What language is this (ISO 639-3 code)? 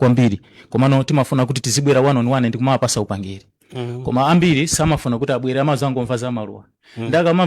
nya